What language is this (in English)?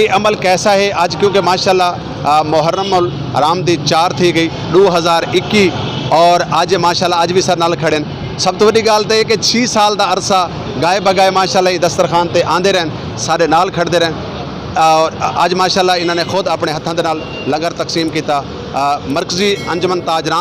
Saraiki